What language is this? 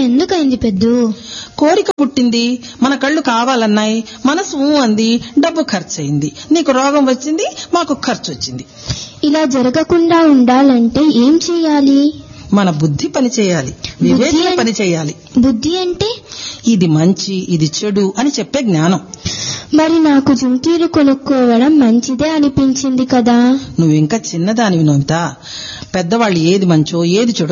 Telugu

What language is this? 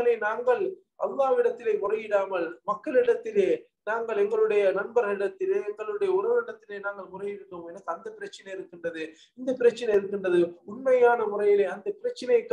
Tamil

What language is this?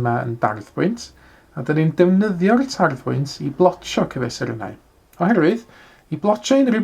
Welsh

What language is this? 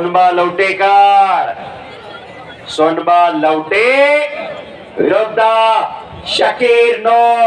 Marathi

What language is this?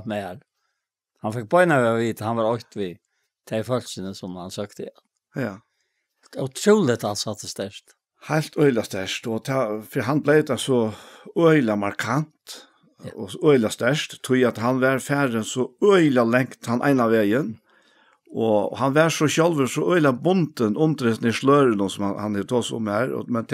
Faroese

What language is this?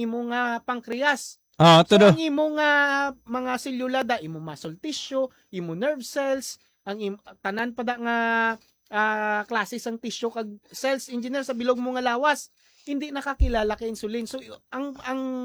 Hiligaynon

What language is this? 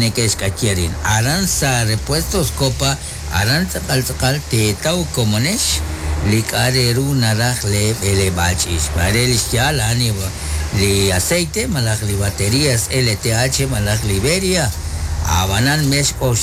Kekchí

